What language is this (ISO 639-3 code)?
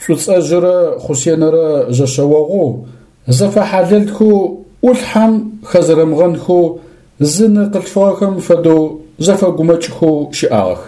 ady